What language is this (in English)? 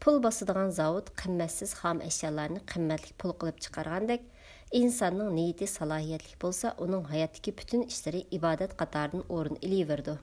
Uyghur